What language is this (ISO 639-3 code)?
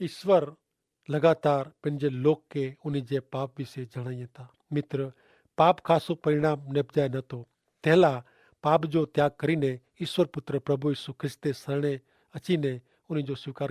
kfr